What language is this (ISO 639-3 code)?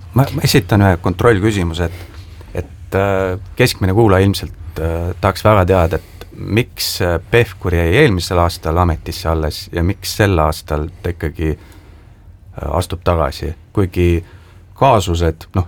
est